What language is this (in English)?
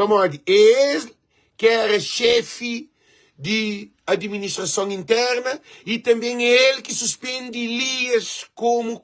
Kabuverdianu